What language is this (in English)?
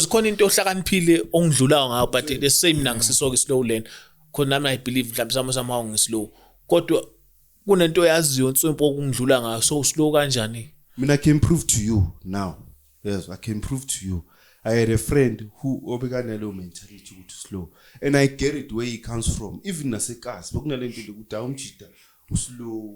Zulu